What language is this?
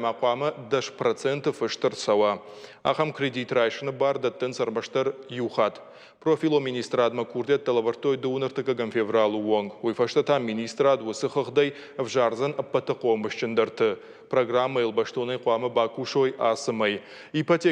Ossetic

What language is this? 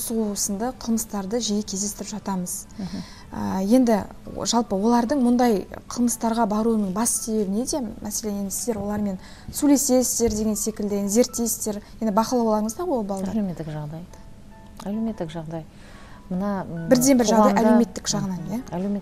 Kazakh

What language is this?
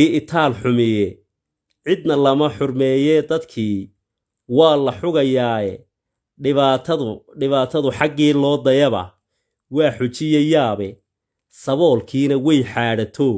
Somali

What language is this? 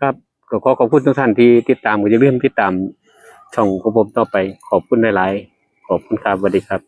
Northeastern Thai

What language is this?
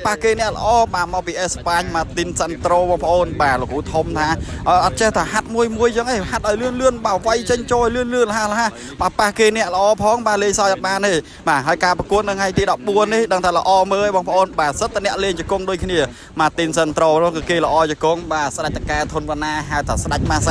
Khmer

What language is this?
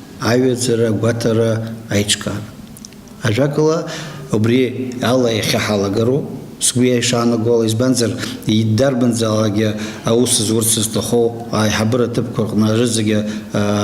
Abkhazian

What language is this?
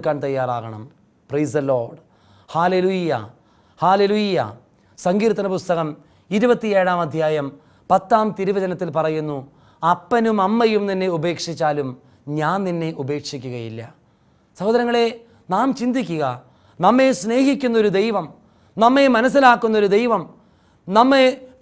Malayalam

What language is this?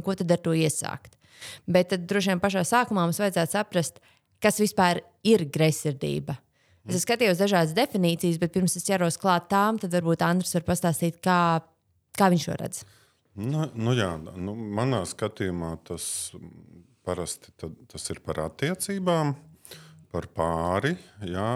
Latvian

